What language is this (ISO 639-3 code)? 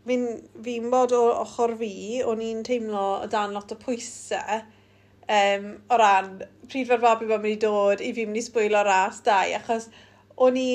cym